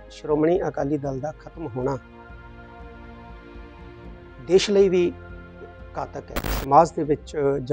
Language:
Punjabi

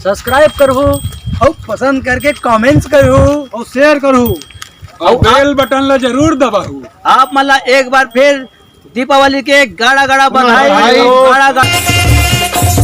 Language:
Chhattisgarhi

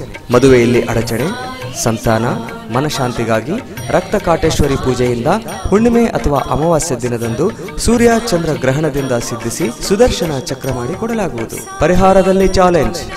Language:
Kannada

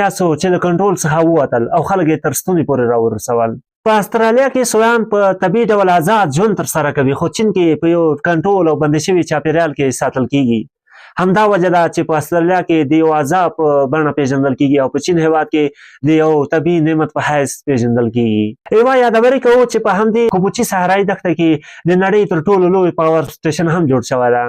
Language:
Pashto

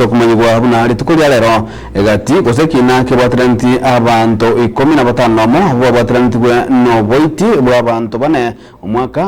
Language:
Gusii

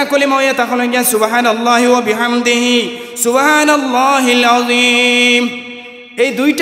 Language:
Sylheti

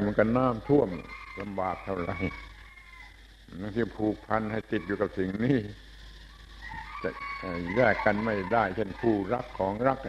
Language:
Thai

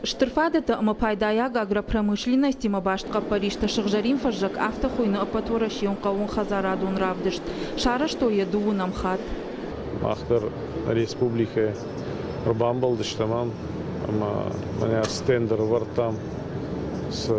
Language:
Ossetic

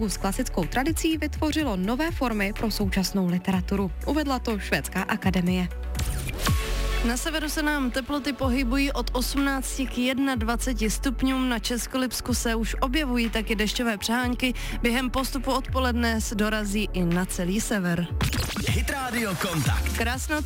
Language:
Czech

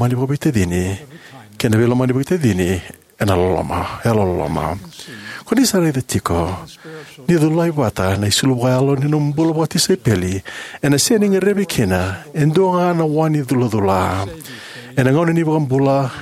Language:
Fijian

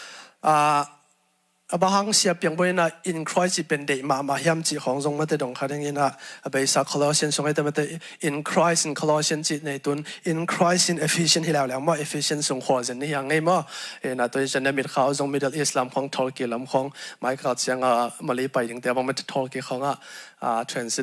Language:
Tedim Chin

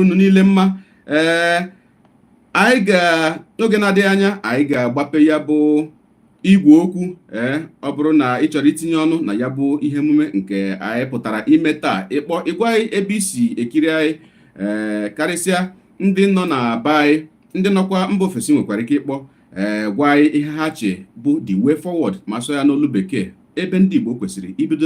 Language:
Igbo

